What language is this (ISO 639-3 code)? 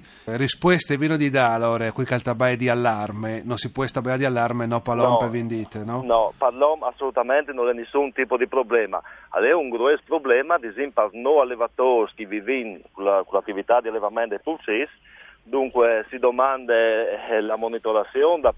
fur